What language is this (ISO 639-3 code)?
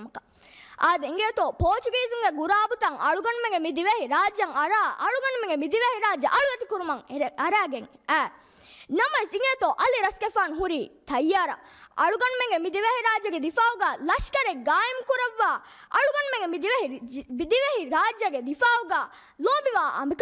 div